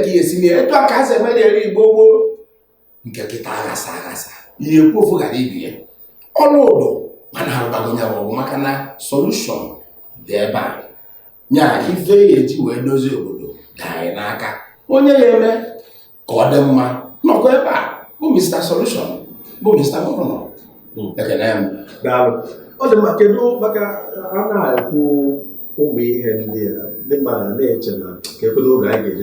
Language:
Igbo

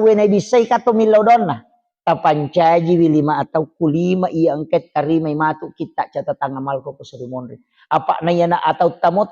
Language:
Buginese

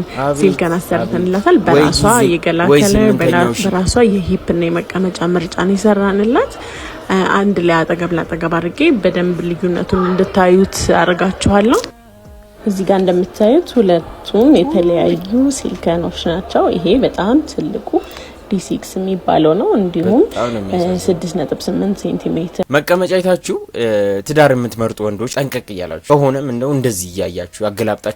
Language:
Amharic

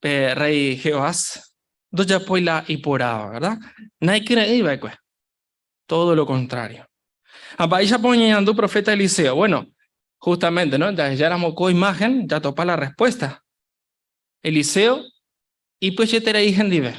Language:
Guarani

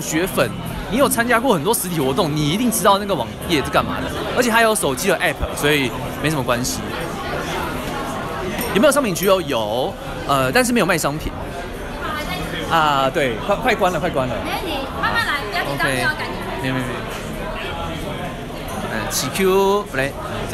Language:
Chinese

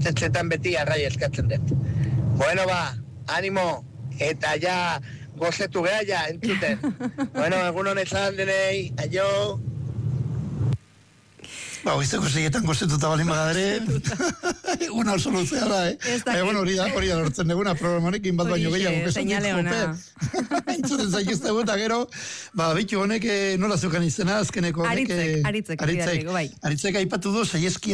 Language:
Basque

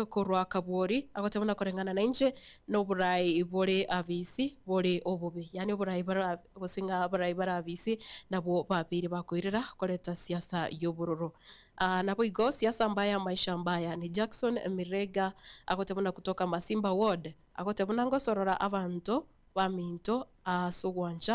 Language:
Gusii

